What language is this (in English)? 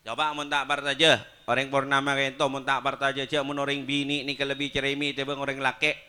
Madurese